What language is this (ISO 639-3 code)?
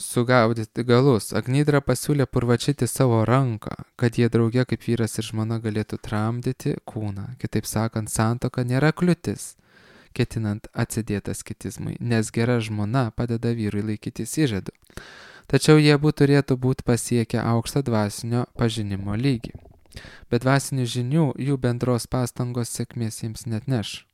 lit